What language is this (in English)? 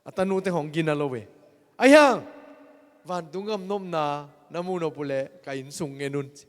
Tedim Chin